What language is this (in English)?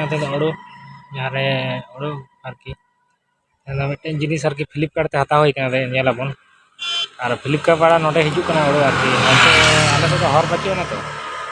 Santali